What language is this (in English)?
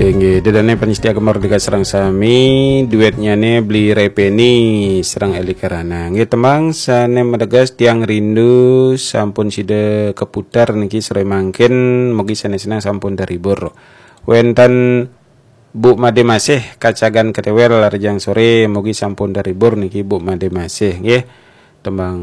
Balinese